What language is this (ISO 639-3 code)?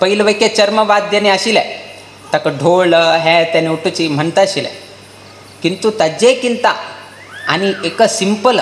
kok